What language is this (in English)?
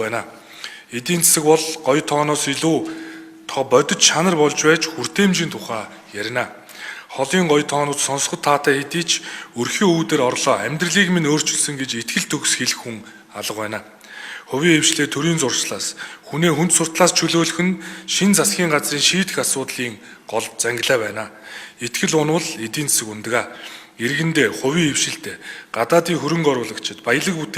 Mongolian